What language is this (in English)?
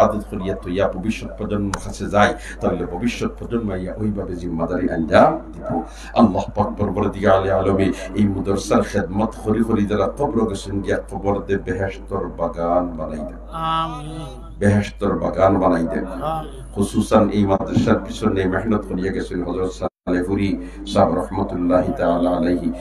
Sylheti